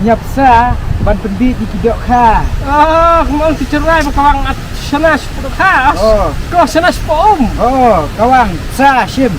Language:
Khasi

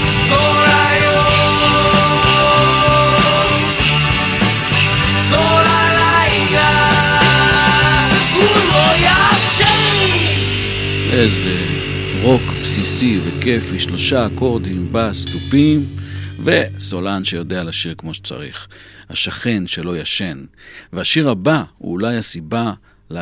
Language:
Hebrew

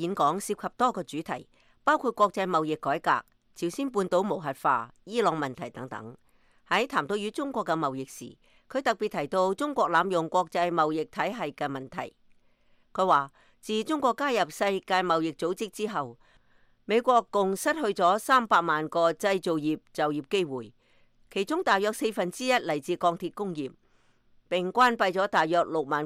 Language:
Cantonese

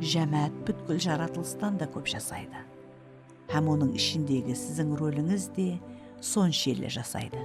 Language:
Kara-Kalpak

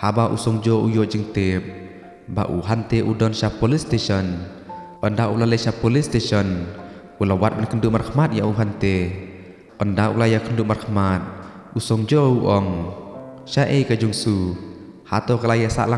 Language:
Khasi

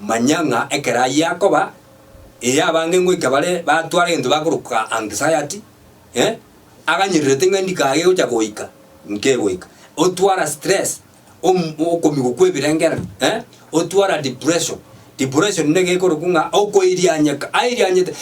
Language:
Gusii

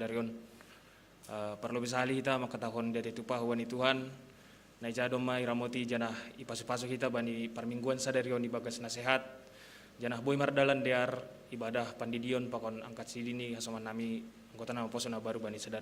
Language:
Batak Simalungun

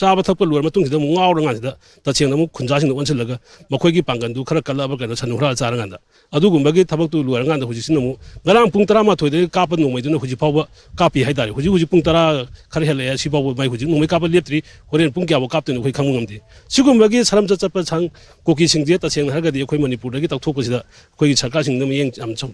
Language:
Manipuri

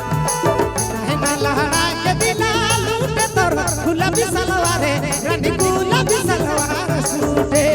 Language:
Sadri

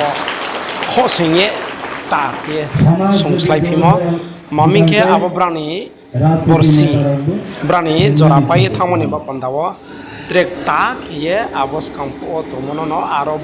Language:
Riang (India)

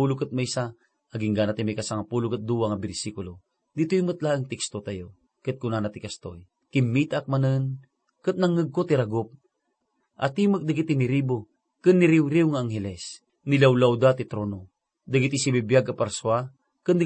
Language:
Iloko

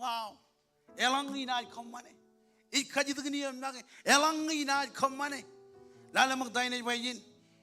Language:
Marshallese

